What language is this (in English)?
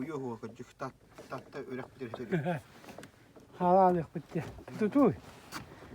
Yakut